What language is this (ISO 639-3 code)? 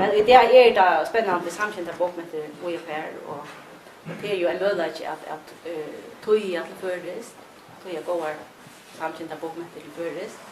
fao